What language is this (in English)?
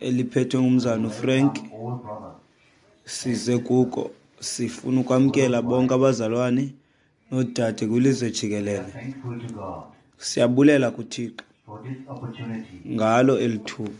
Xhosa